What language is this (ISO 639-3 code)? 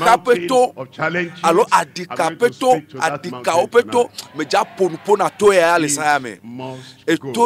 ewe